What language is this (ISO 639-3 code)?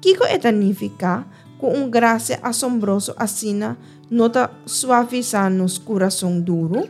pap